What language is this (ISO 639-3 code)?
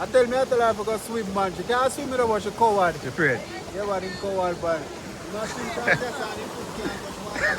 jam